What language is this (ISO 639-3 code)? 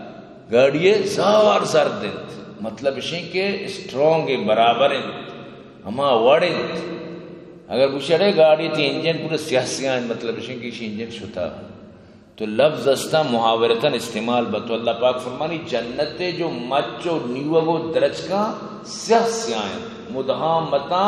bgp